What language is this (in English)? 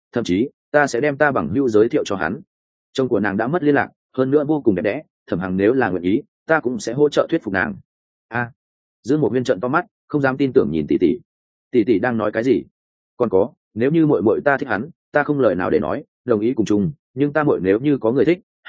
Vietnamese